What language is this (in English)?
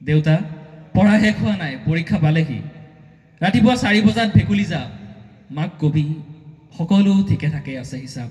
Assamese